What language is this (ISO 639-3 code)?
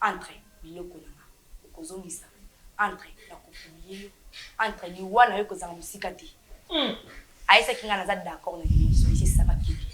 lin